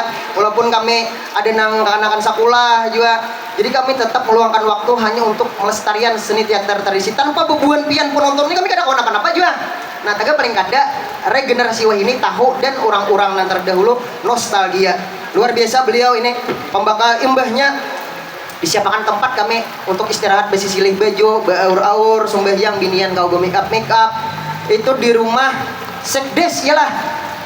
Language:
Banjar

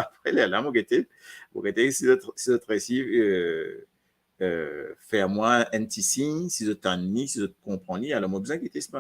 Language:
Morisyen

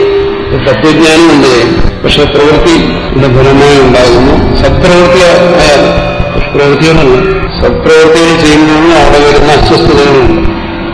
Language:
Malayalam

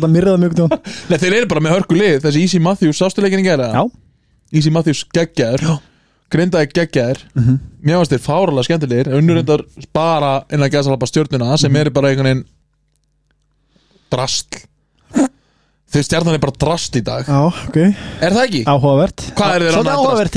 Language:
Icelandic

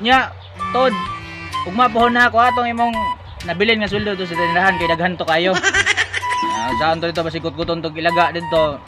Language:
Cebuano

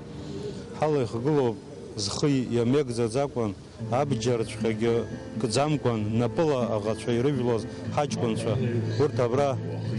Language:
Abkhazian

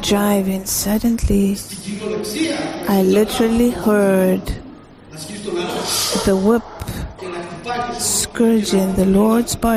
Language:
English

